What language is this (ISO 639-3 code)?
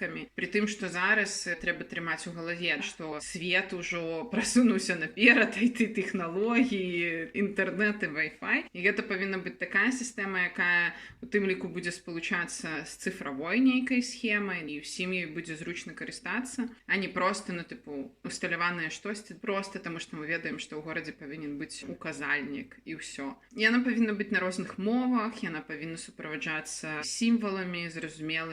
bel